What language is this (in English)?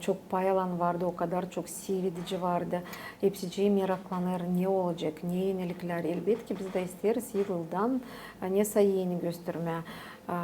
Gagauz